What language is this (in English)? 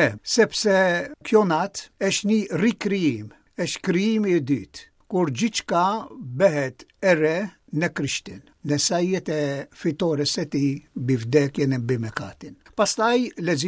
Albanian